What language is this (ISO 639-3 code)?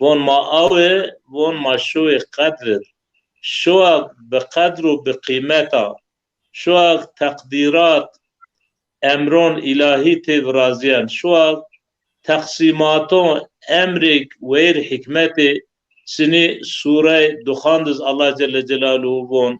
zza